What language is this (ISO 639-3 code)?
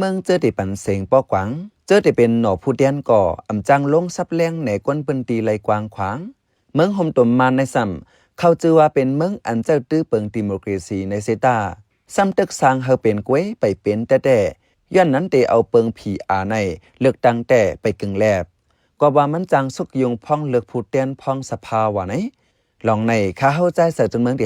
shn